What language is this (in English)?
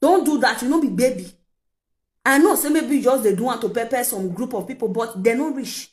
Nigerian Pidgin